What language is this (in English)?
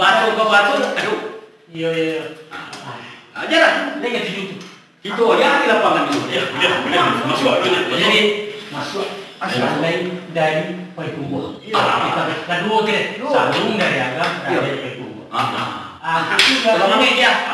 Minangkabau